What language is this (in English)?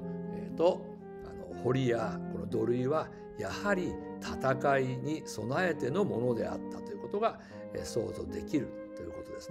Japanese